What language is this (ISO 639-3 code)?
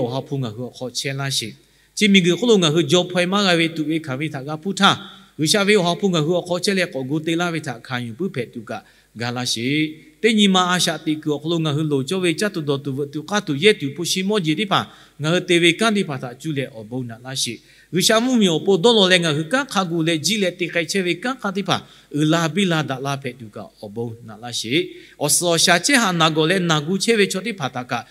lhu